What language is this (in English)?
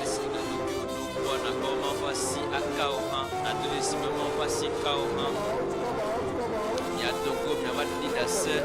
Ewe